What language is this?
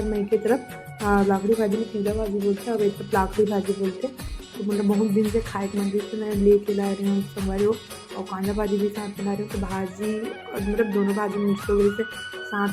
Chhattisgarhi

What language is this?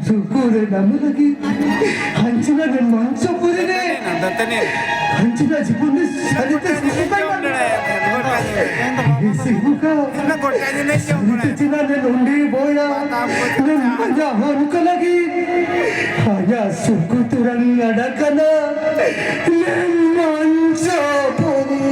Santali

